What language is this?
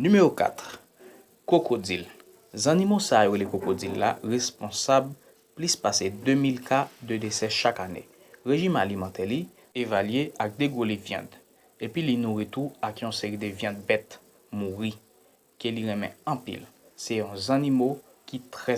Haitian Creole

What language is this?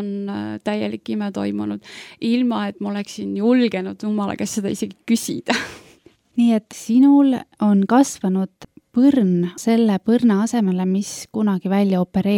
Estonian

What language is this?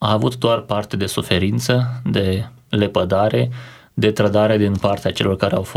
Romanian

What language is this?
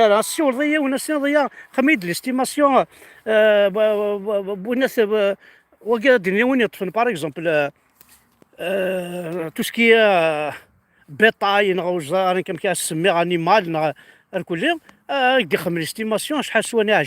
Kabyle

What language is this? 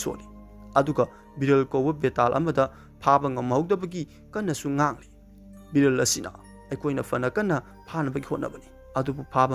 Manipuri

